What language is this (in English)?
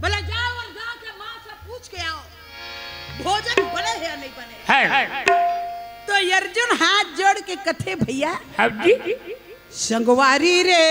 Chhattisgarhi